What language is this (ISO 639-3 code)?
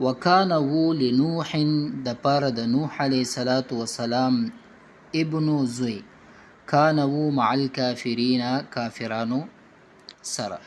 pus